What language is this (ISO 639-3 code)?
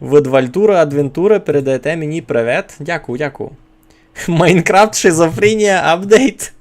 rue